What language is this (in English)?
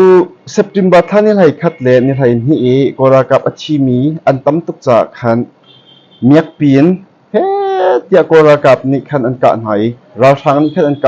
Hakha Chin